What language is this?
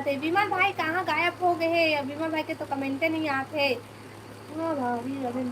Chhattisgarhi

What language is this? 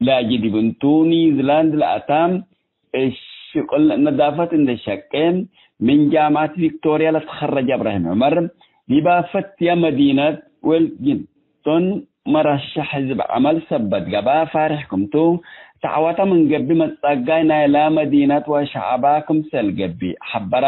Tigre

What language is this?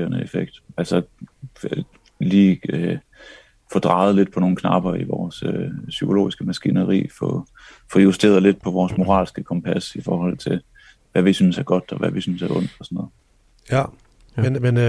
Danish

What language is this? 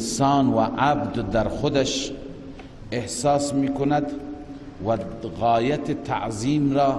Persian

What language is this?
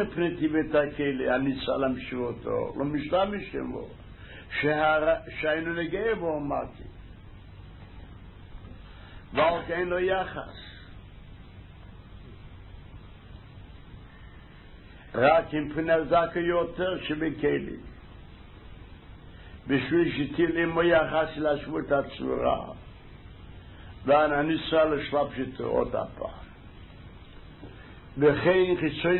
Hebrew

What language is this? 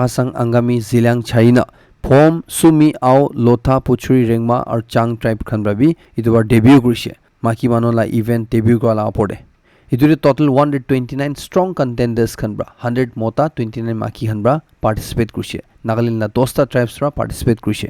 Naga Pidgin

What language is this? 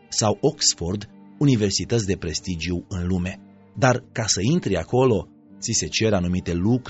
Romanian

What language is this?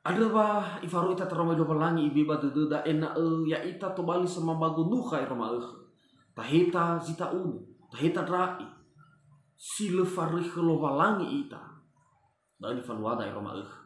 Nias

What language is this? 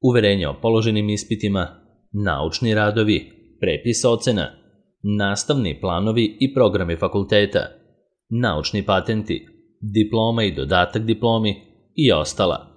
Serbian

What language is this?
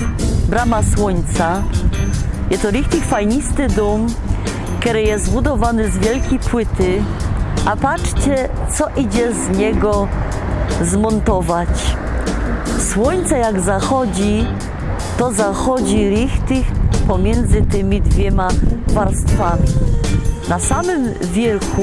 Silesian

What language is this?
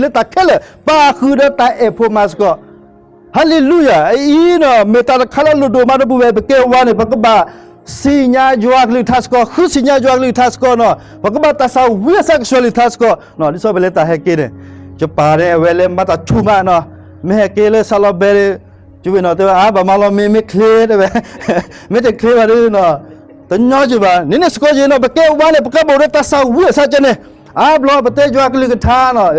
S'gaw Karen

